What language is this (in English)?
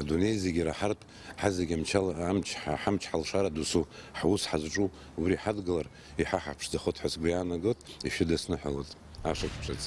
Abkhazian